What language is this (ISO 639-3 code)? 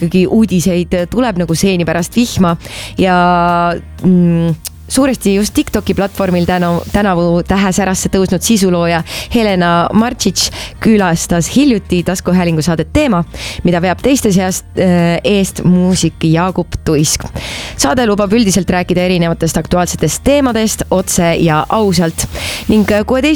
est